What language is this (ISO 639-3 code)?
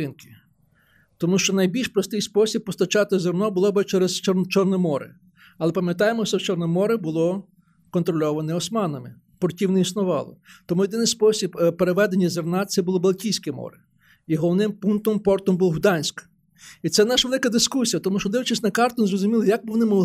ukr